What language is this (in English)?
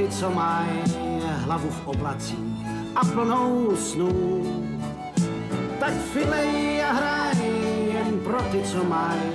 Czech